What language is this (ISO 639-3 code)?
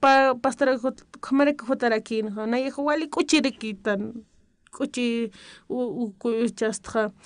aym